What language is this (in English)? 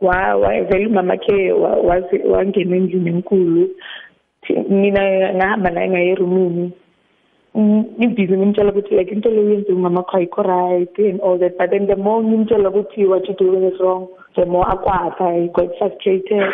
South Ndebele